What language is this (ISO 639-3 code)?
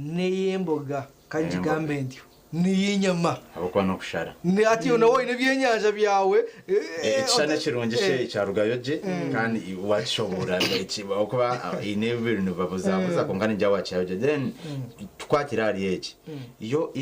nyn